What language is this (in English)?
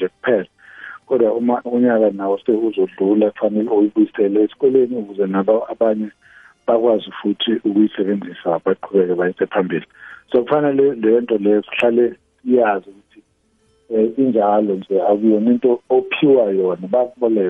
South Ndebele